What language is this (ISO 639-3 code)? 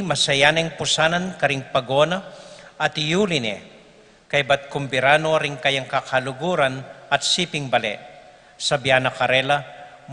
pam